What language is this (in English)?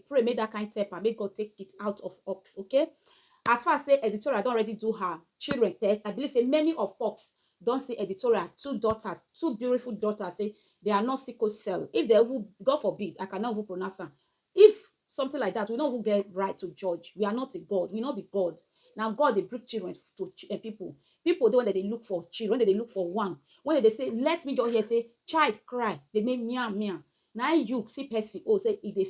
Nigerian Pidgin